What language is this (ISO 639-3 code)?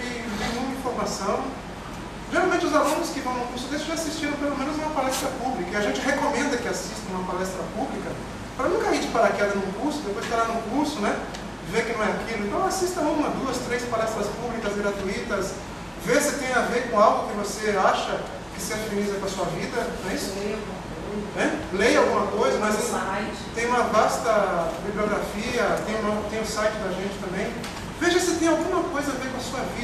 por